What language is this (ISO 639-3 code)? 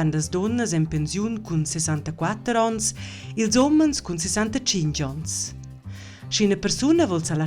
roh